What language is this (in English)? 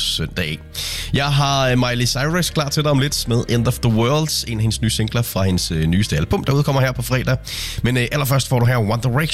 Danish